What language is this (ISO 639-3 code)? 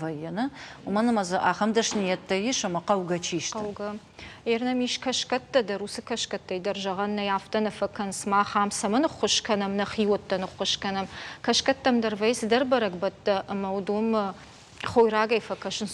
oss